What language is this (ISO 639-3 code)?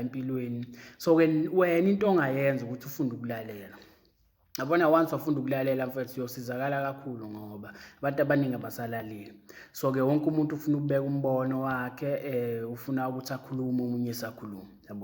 zul